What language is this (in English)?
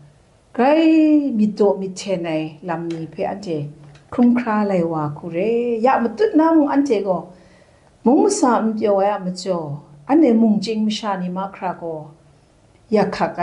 Kachin